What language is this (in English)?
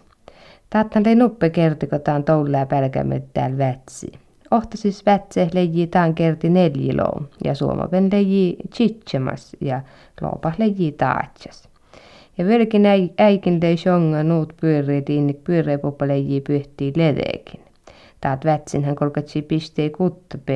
Finnish